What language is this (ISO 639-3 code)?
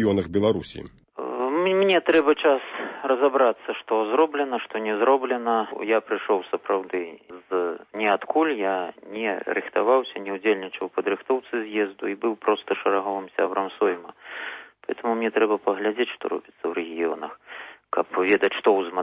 bel